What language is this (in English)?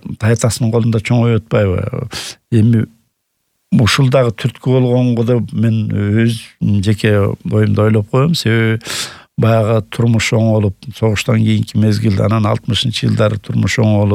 Kyrgyz